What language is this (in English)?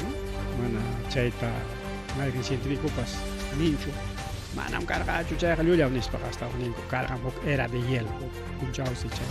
Ayacucho Quechua